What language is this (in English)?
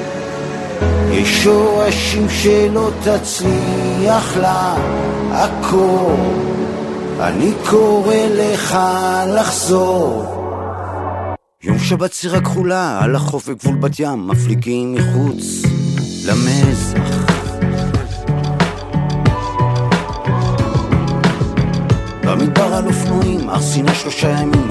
Hebrew